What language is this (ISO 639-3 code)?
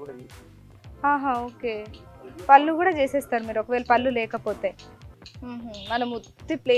tel